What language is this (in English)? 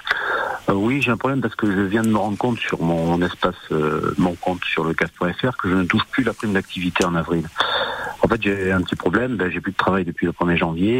French